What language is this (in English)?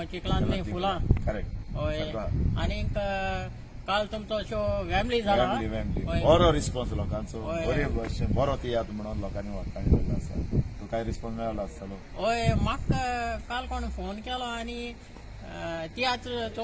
Konkani